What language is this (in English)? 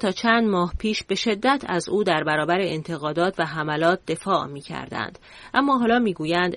Persian